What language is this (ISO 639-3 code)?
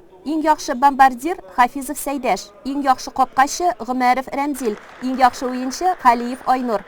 tat